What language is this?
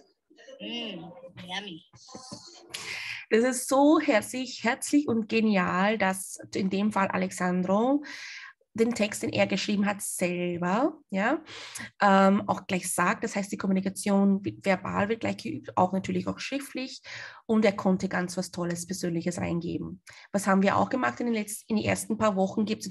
German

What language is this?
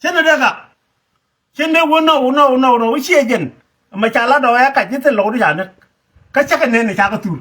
Nuer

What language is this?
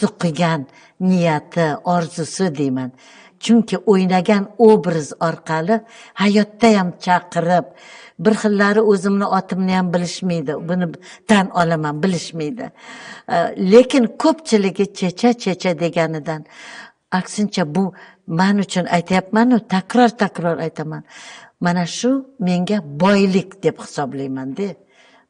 Uzbek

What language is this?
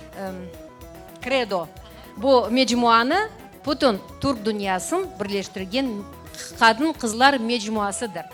Crimean Tatar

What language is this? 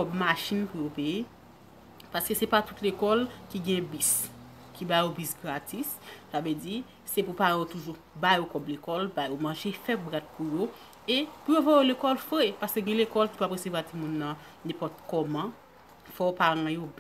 Haitian Creole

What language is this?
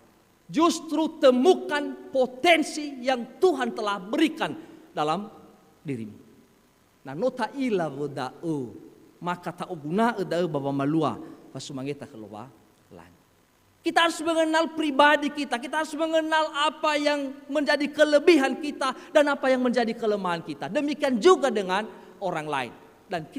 Nias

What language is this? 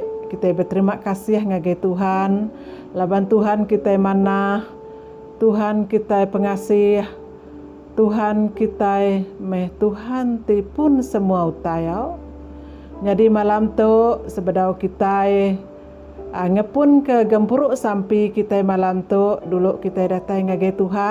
Iban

